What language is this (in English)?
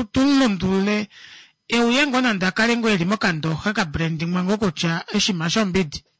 Kuanyama